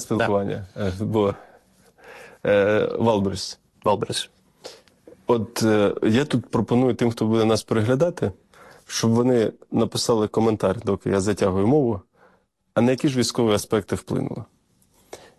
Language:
Ukrainian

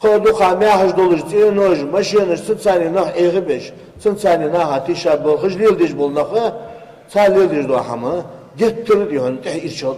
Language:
Ingush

